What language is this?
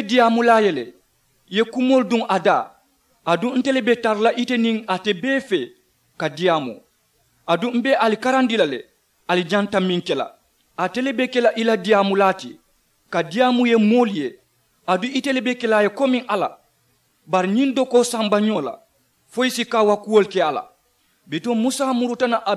Mandingo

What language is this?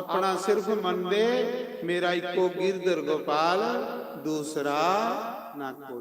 Dogri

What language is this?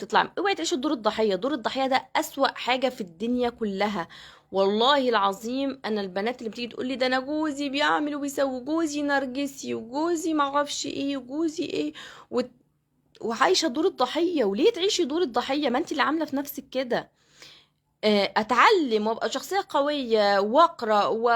Egyptian Arabic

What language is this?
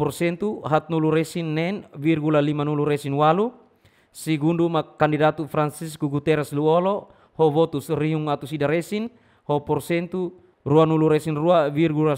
Tetum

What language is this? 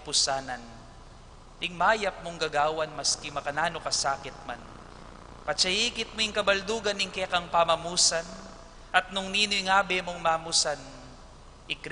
Pampanga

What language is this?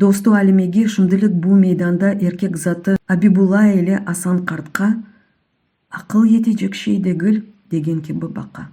Crimean Tatar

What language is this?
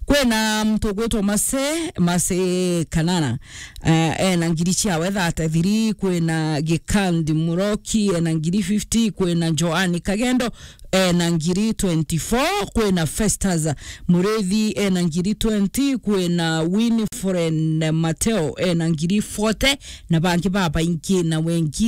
Meru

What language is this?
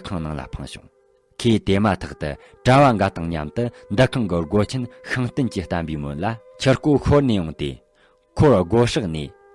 Tibetan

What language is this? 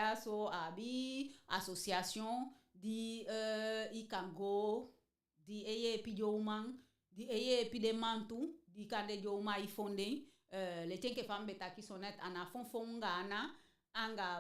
Eastern Maroon Creole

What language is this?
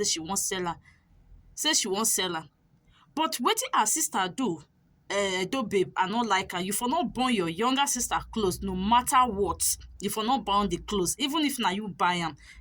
Nigerian Pidgin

